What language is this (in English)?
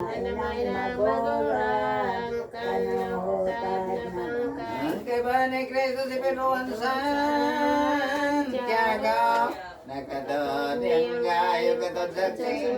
Bikol